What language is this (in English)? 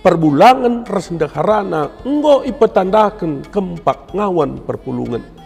Batak Karo